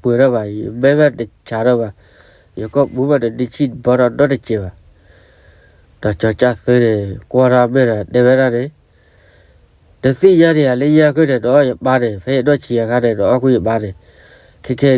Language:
S'gaw Karen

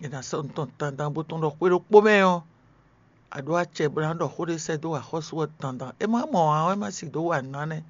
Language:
Fon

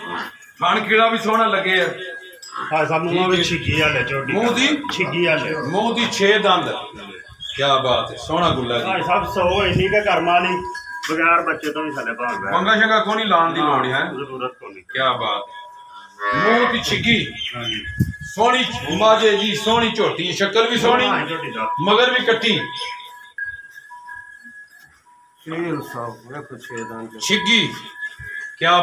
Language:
Punjabi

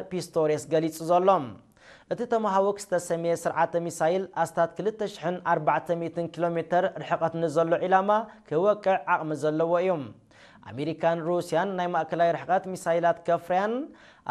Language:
Tigrinya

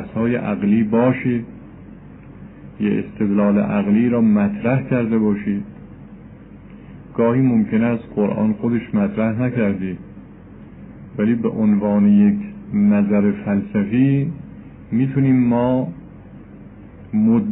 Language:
Persian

